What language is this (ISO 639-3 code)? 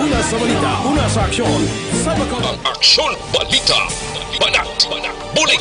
hil